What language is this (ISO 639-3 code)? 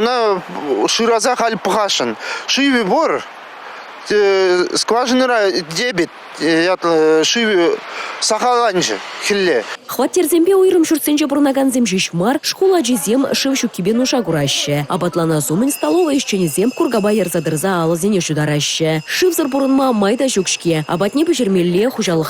chv